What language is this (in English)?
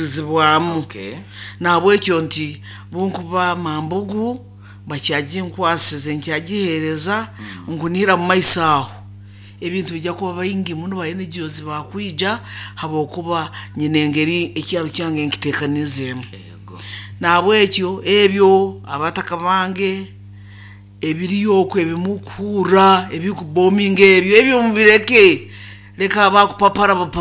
Nyoro